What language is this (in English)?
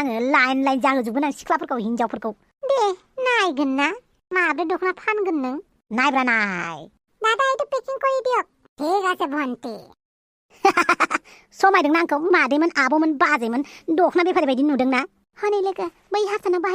Bodo